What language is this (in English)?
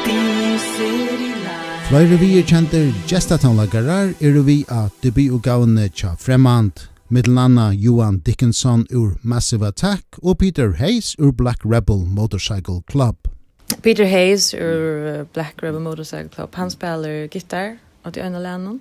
Faroese